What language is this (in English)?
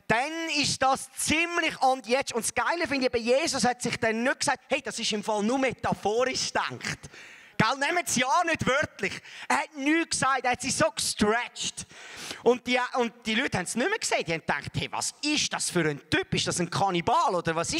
Swiss German